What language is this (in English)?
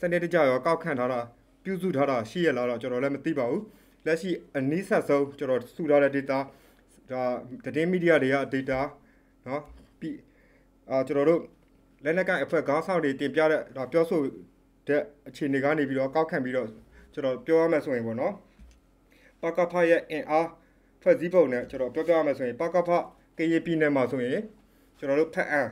Burmese